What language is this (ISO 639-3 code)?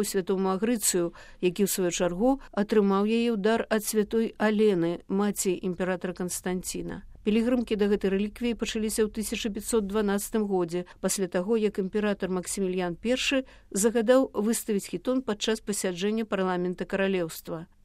bel